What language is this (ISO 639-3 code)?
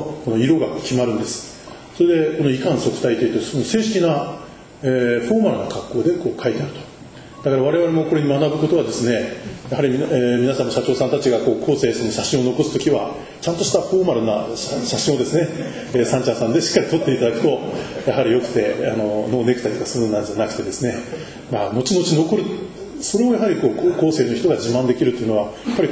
jpn